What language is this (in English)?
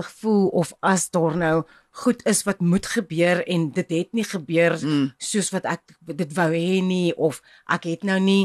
Afrikaans